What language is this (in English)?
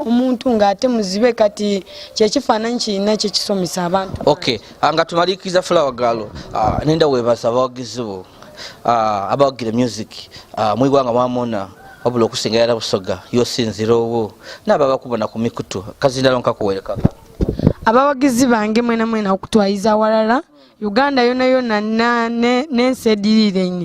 Soga